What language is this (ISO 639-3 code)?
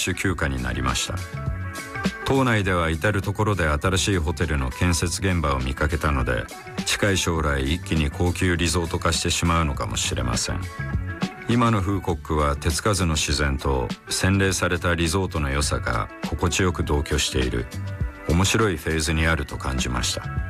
jpn